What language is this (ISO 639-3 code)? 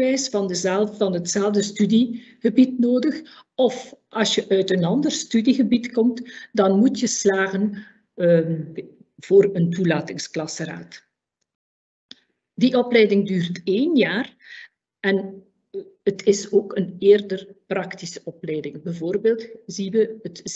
nld